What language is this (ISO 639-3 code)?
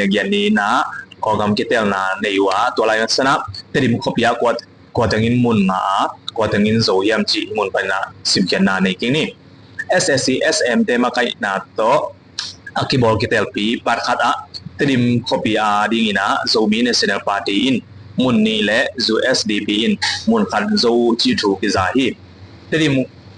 ctd